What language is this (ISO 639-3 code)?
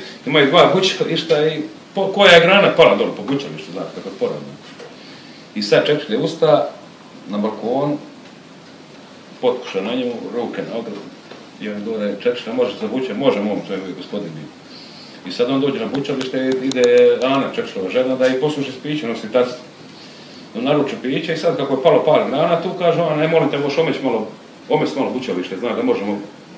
hrv